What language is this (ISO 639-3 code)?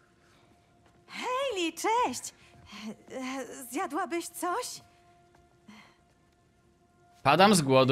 pol